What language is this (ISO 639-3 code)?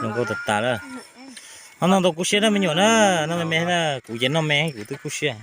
hmn